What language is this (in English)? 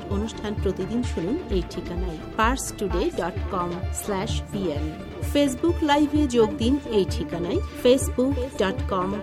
Bangla